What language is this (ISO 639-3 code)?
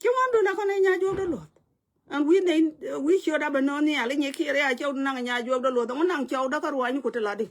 nus